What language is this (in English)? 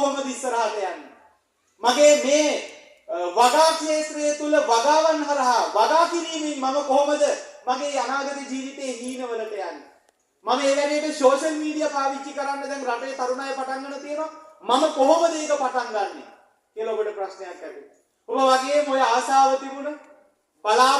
Sinhala